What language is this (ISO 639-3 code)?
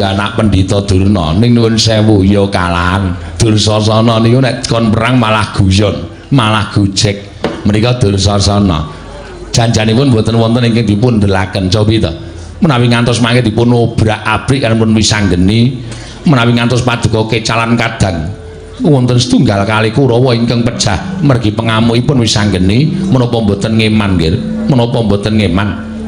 jav